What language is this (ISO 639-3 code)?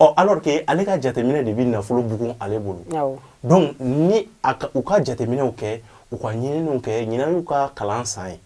bam